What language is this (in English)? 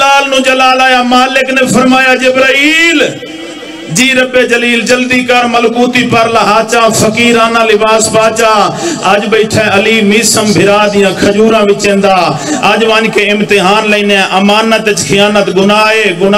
Saraiki